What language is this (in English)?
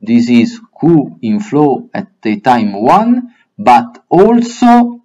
Latin